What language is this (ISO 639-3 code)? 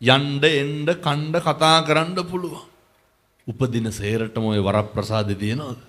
sin